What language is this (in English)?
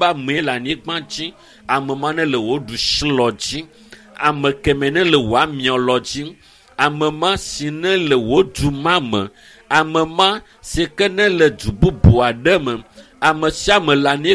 Ewe